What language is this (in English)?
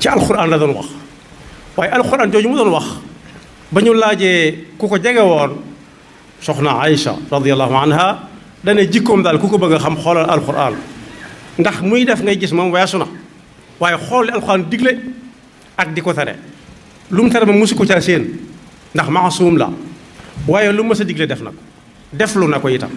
Wolof